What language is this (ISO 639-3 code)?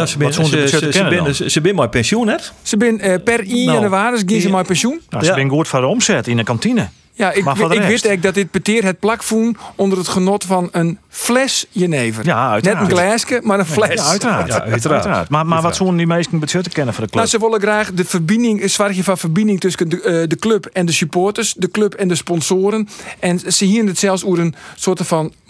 fry